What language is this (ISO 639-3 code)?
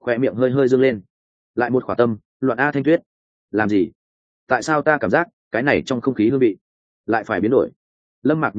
vie